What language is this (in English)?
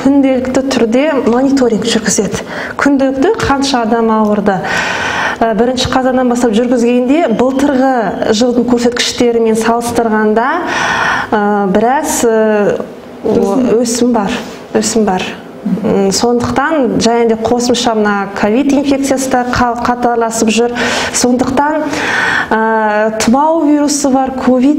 Kazakh